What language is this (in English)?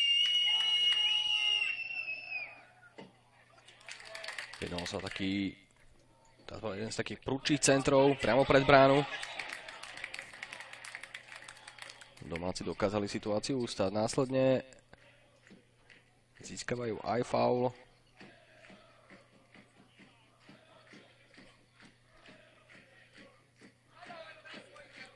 Slovak